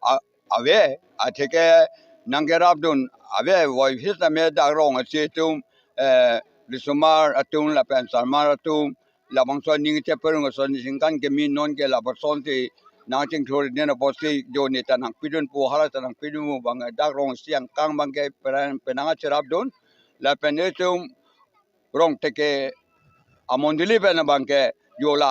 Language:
Karbi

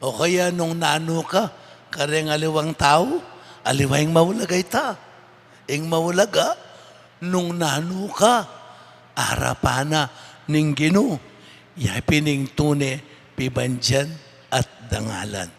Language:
Pampanga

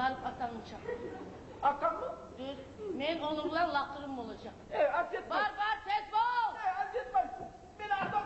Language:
Kumyk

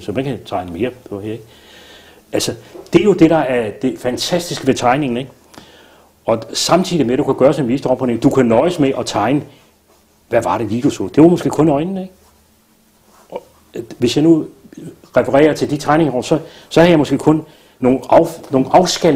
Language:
Danish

